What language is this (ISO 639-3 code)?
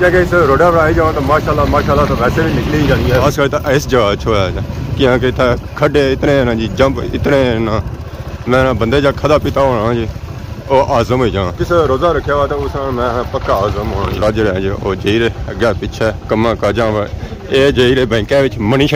phr